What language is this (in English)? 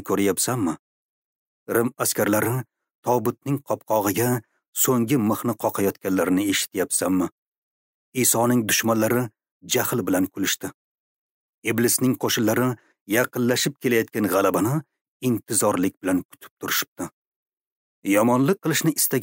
Uzbek